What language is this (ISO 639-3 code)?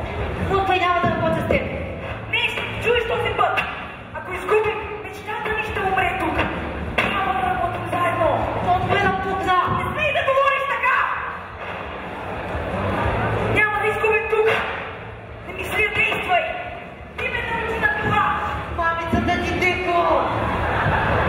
bul